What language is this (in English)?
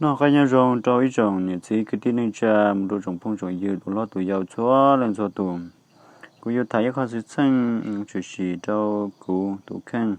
Hmong